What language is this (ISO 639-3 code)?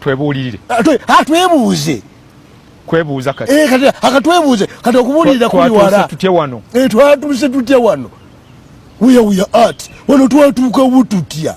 lug